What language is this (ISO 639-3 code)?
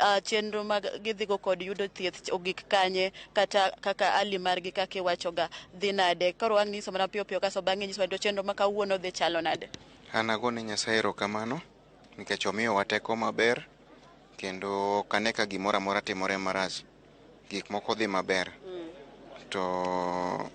luo